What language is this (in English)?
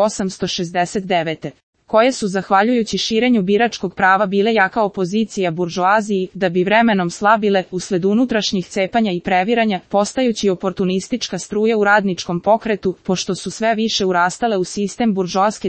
Serbian